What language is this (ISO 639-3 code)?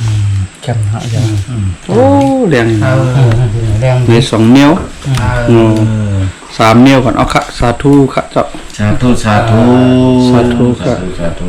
shn